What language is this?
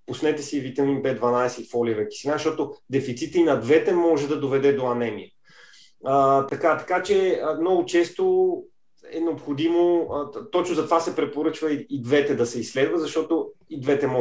Bulgarian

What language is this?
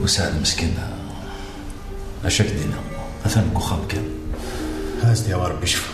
Kabyle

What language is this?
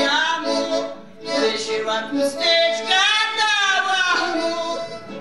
Silesian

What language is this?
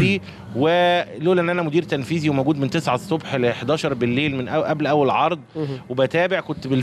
Egyptian Arabic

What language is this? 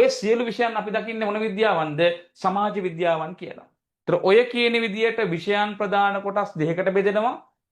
Sinhala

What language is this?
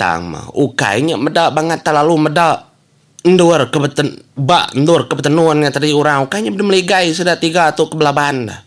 Iban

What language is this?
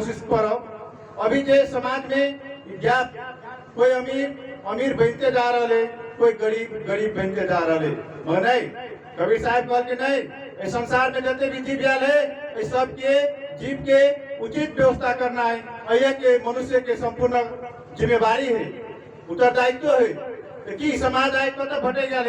Magahi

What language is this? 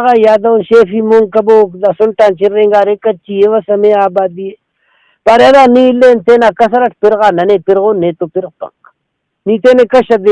Brahui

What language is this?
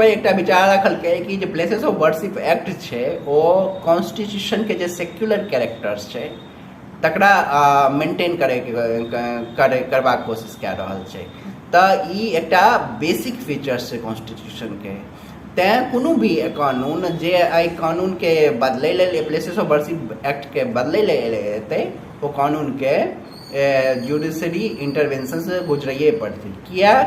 Maithili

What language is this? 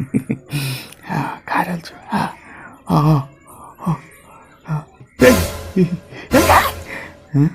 Angika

